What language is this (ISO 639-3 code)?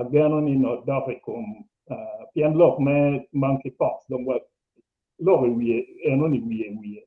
ach